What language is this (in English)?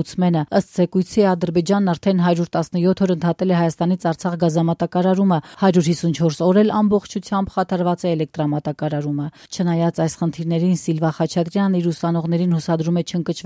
Armenian